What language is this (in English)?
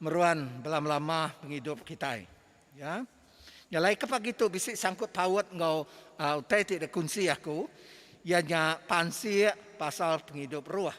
Iban